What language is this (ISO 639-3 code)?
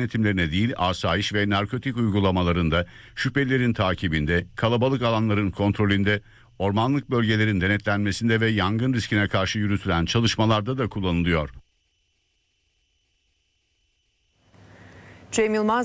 tur